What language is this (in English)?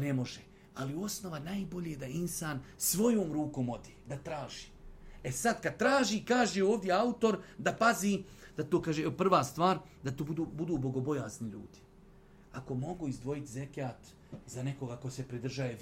Bosnian